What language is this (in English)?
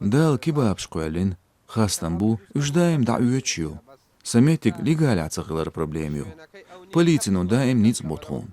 Chechen